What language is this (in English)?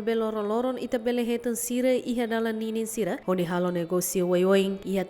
Tetum